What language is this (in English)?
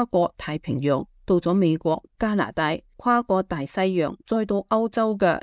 Cantonese